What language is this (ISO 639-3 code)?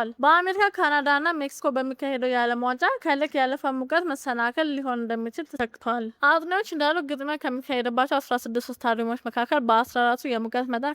amh